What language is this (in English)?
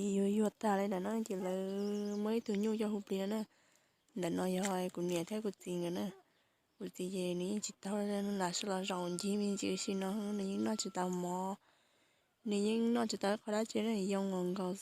Hmong